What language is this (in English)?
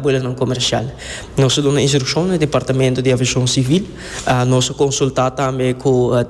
Papiamento